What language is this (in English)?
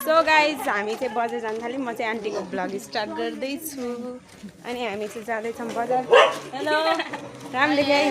Nepali